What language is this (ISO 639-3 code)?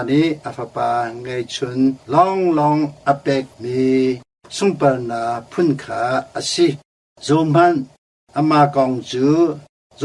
cnh